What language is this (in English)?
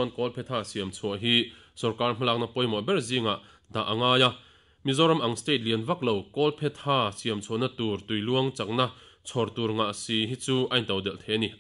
Mizo